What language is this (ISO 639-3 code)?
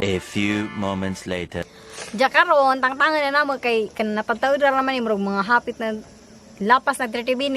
ceb